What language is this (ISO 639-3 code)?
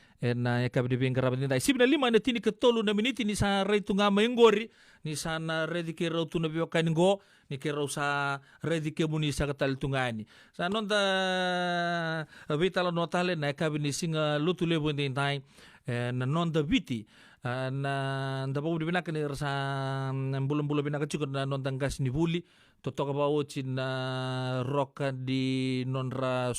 fij